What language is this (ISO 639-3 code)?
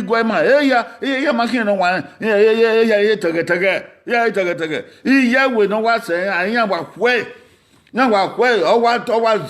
bin